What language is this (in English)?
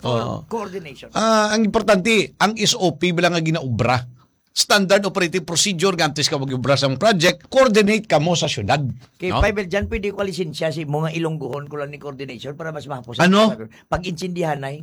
Hiligaynon